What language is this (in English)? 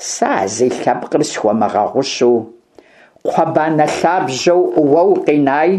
Kabardian